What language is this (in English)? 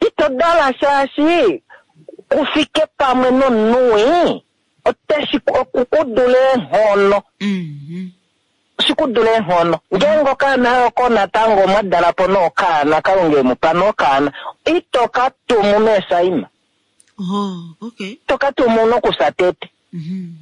Kuanyama